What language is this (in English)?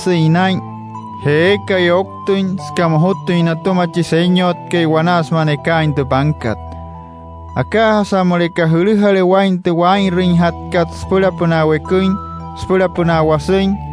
Wayuu